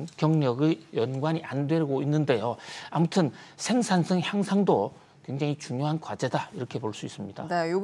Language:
Korean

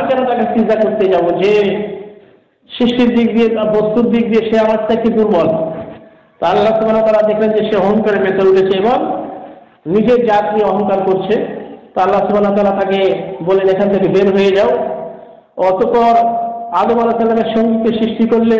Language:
Bangla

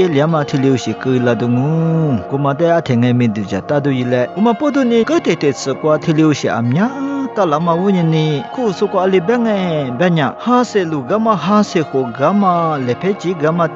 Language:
Lisu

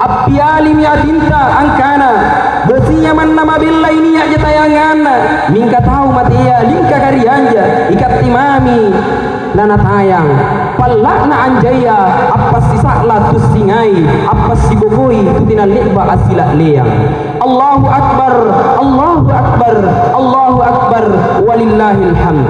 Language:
Makasar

